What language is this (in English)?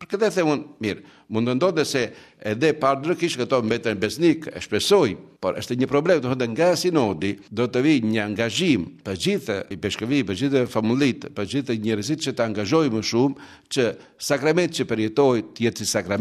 Albanian